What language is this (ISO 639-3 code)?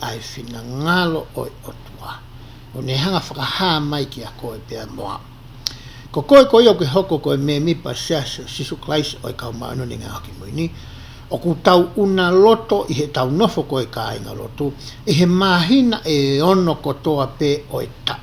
ton